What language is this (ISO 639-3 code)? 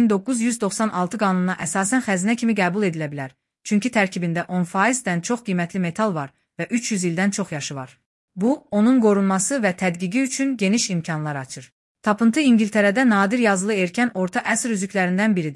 aze